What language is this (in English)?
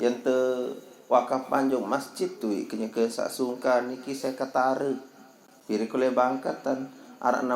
Sasak